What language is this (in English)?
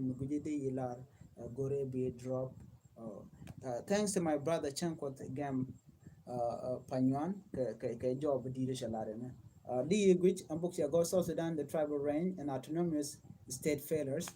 Nuer